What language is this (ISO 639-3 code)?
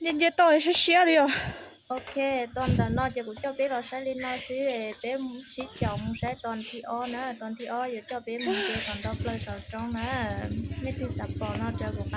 hmn